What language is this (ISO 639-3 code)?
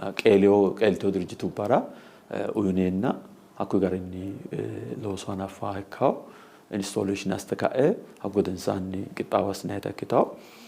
sid